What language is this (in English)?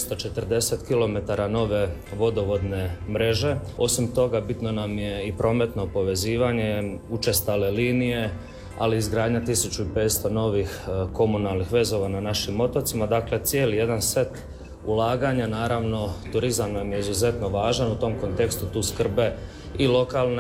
Croatian